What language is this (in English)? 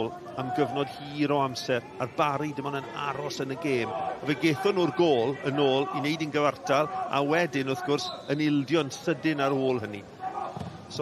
Welsh